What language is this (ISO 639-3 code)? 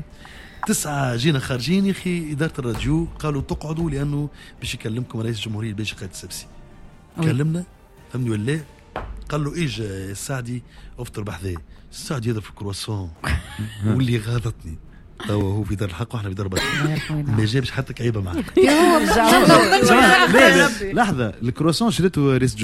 aeb